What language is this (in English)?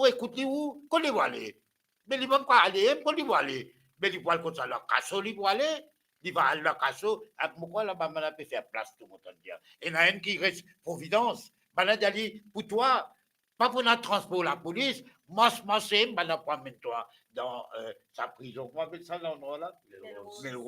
Morisyen